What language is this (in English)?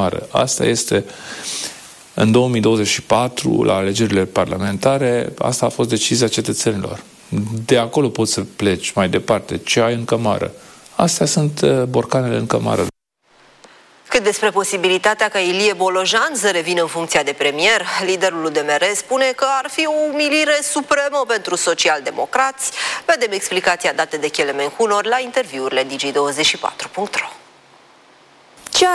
Romanian